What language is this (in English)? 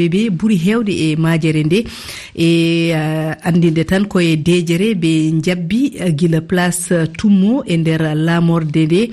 Fula